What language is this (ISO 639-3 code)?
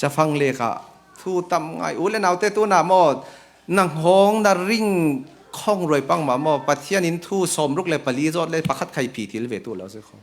cfm